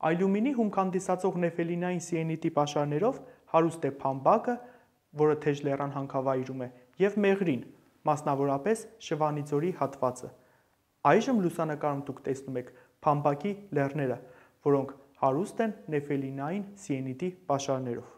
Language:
Armenian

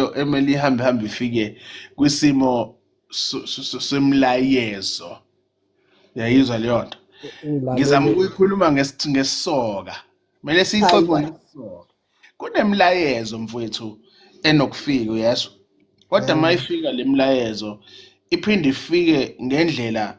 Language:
Zulu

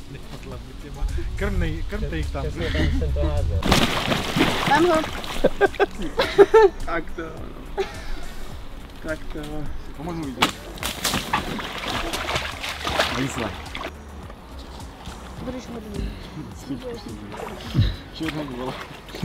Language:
Czech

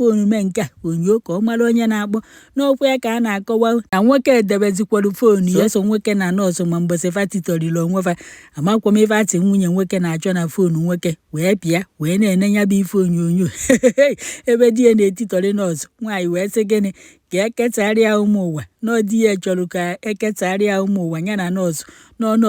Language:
Igbo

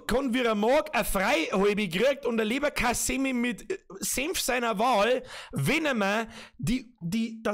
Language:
Bavarian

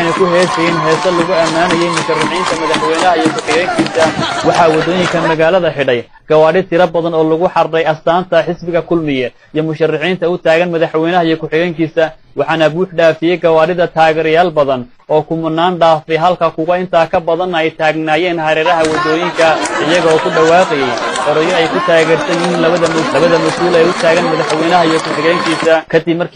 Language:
Somali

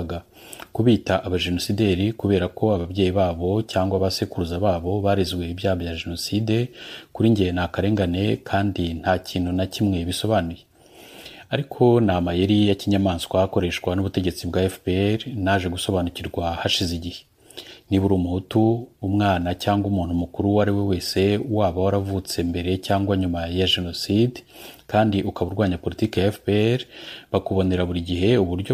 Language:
Kinyarwanda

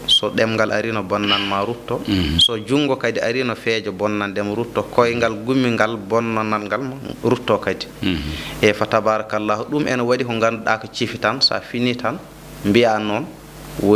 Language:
Fula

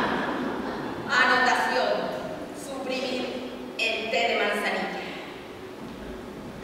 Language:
Spanish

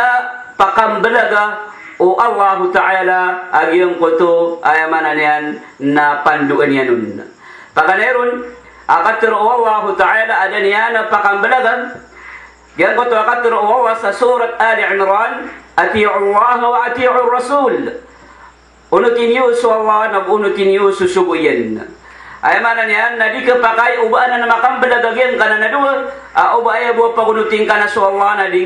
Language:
Maranao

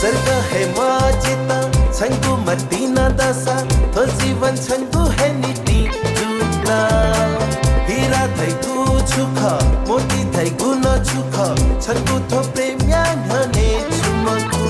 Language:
Newari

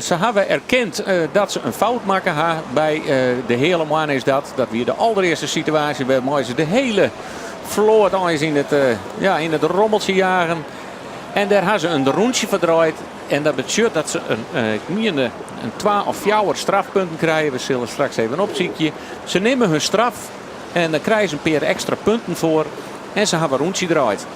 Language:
Western Frisian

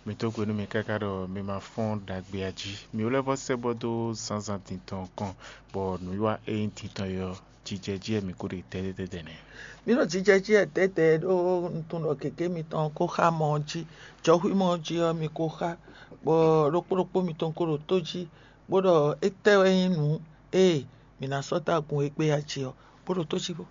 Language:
Fon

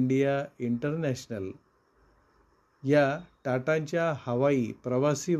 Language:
Marathi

